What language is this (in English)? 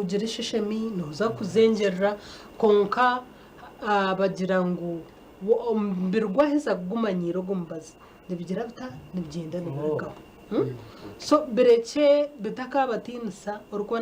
Nyankole